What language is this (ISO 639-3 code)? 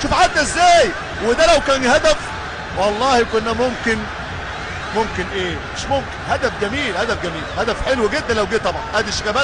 arz